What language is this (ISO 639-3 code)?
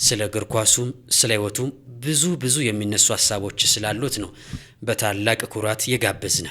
amh